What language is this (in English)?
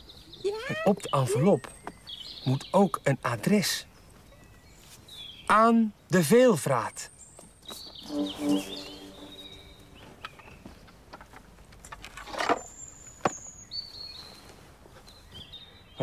Dutch